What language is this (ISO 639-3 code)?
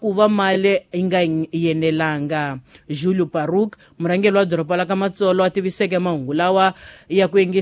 tso